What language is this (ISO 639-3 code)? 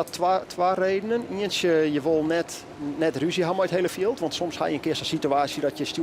fry